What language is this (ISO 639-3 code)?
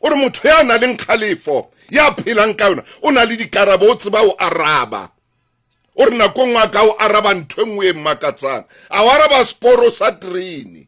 sot